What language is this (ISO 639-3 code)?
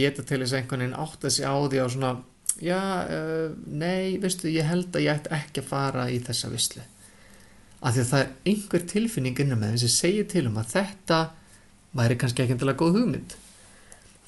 isl